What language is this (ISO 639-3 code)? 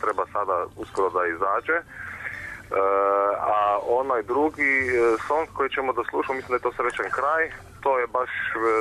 srp